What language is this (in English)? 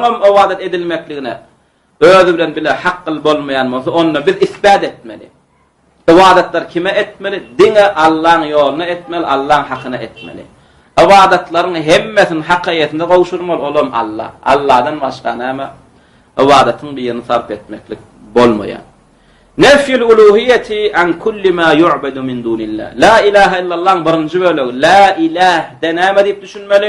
Turkmen